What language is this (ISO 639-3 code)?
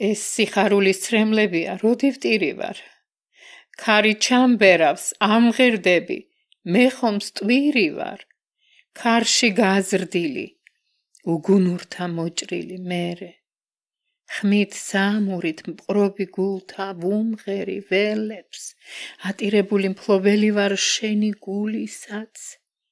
kat